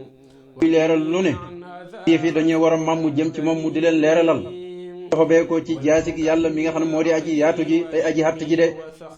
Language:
Wolof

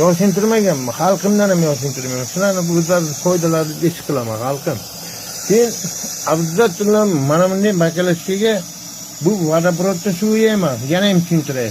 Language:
Uzbek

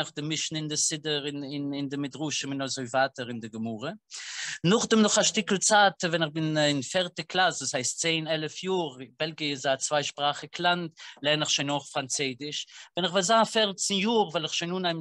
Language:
Yiddish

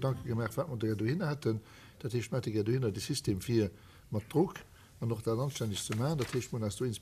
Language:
Luxembourgish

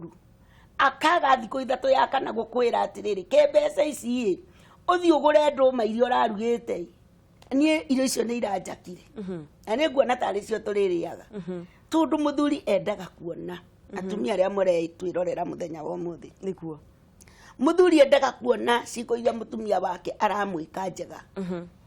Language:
Kikuyu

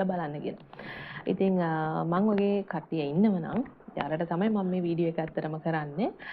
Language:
Sinhala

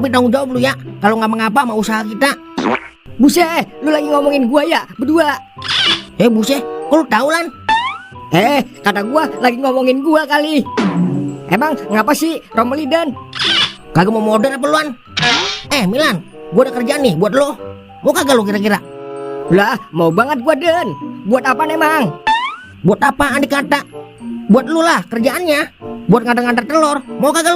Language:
Betawi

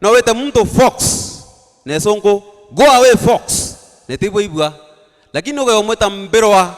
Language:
Meru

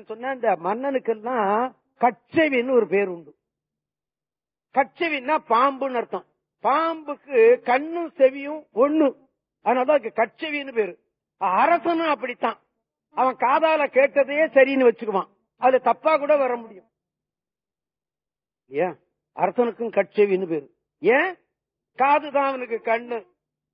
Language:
Tamil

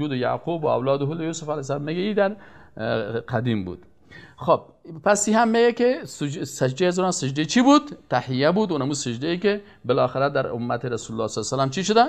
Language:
Persian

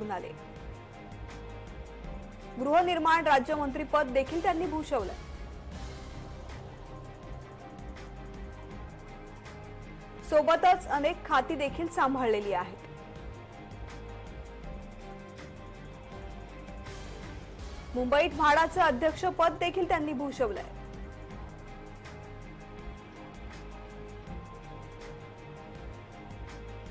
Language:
Marathi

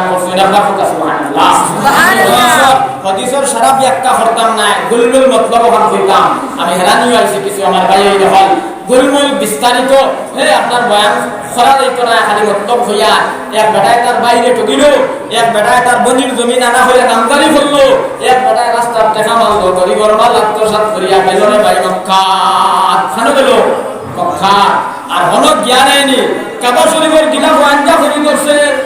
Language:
Sylheti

